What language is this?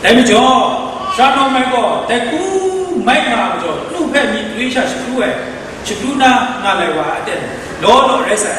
Kachin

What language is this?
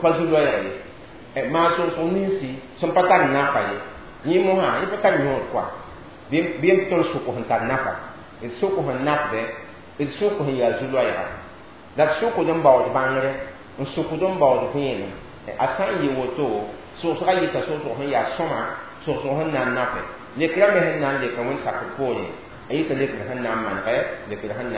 Mossi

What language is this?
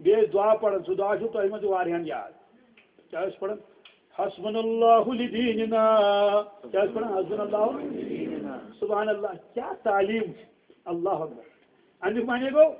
Kashmiri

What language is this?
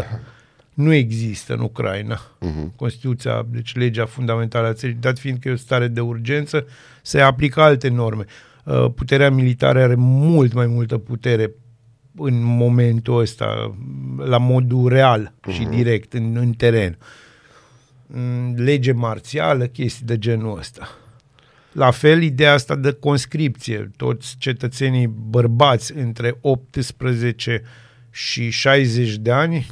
Romanian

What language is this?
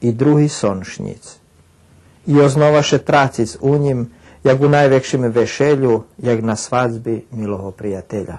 Rusyn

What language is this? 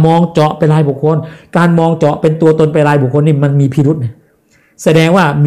Thai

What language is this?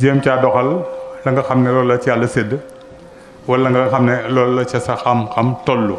Wolof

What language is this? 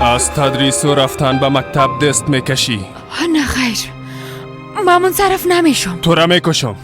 Persian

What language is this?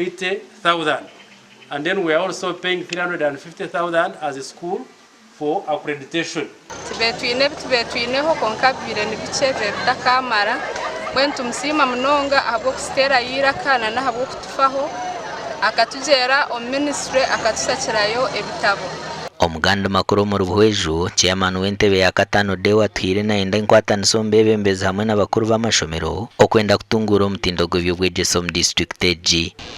Nyankole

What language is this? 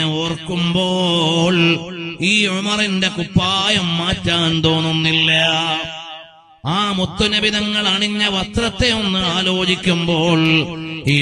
Malayalam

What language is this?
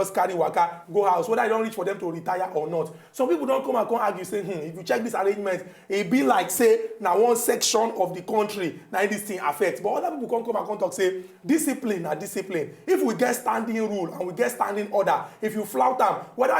Nigerian Pidgin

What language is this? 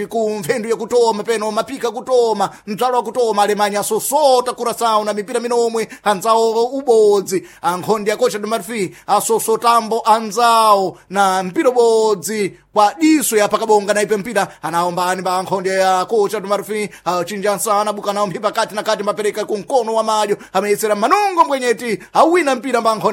Sena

